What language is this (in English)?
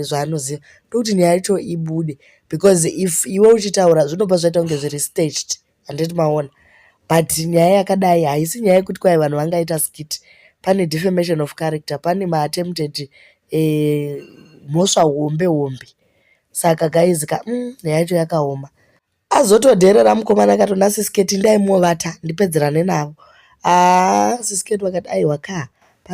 Shona